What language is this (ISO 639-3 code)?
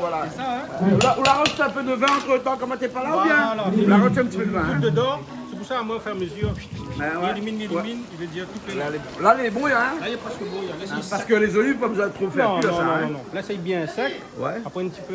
rcf